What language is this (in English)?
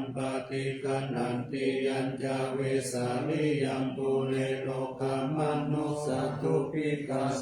Pali